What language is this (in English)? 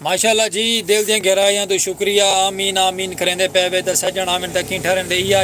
Saraiki